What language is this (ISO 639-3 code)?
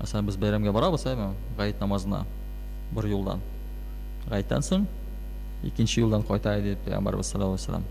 tat